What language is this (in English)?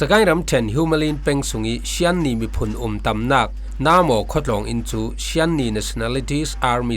Falam Chin